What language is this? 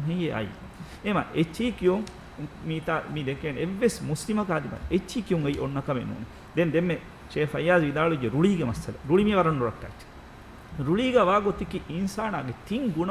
Divehi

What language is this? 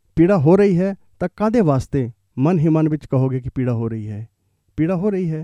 Punjabi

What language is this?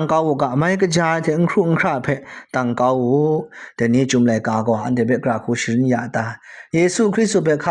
Kachin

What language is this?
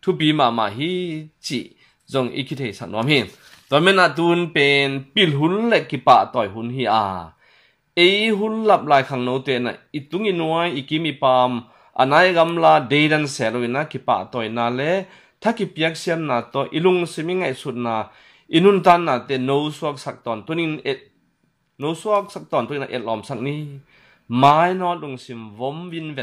Tedim Chin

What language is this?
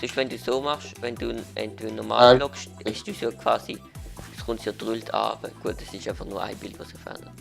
Swiss German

